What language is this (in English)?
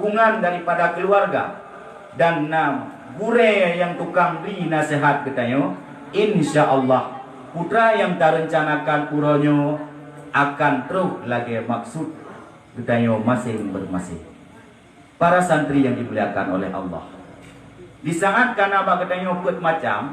Achinese